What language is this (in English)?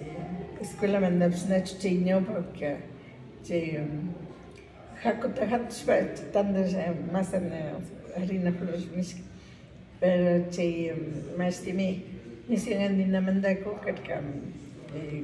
Imbabura Highland Quichua